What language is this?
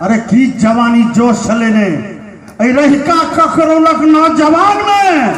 Maithili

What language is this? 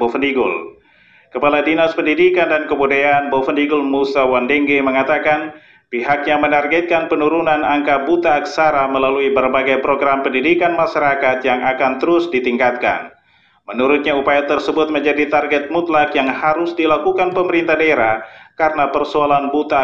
Indonesian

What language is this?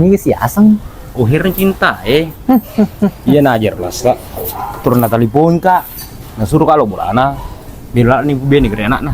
Buginese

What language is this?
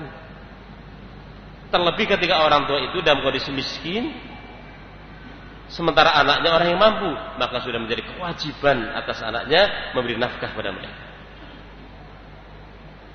Indonesian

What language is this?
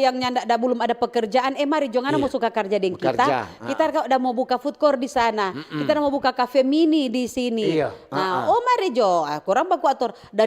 Manado Malay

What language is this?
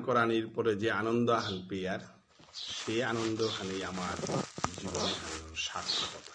Bishnupriya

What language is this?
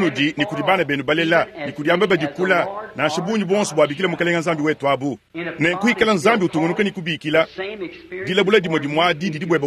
Luba-Lulua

